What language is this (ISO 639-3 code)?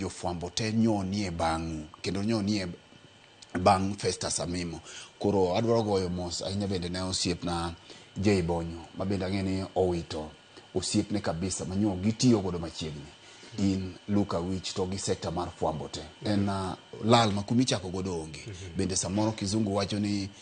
luo